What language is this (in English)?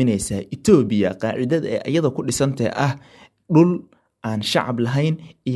Somali